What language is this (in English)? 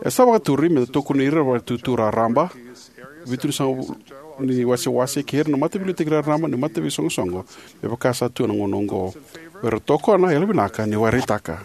Fijian